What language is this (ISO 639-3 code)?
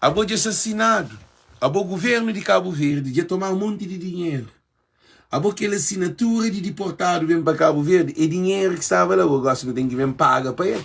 kea